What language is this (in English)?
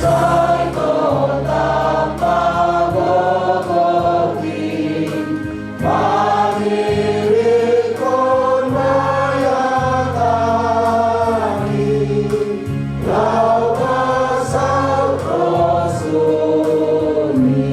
Batak Simalungun